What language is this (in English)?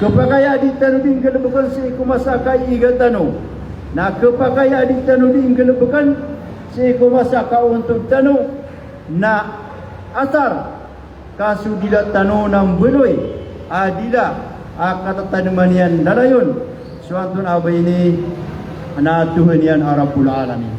Maranao